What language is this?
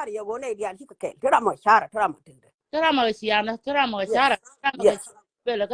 Nuer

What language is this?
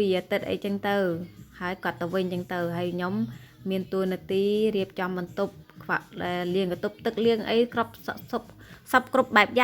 Khmer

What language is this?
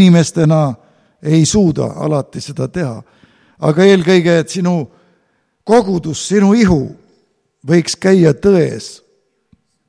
Estonian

